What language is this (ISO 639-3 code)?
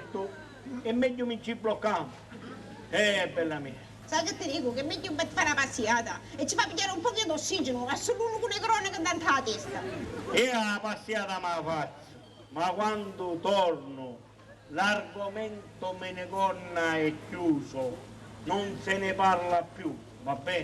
scn